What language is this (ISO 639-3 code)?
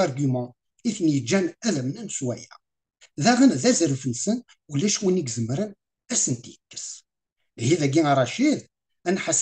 kab